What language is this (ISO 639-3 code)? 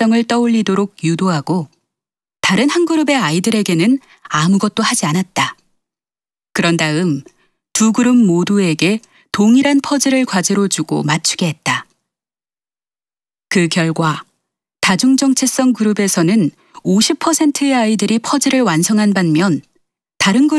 kor